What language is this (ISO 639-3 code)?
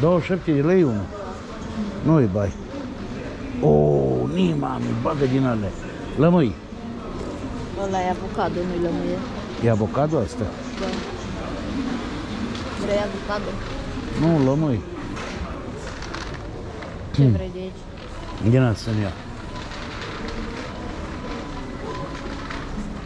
ron